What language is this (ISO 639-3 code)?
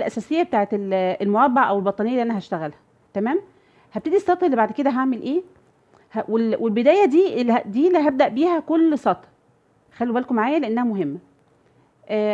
arz